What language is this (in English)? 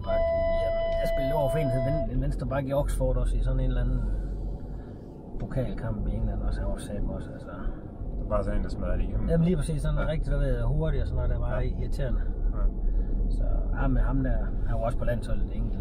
Danish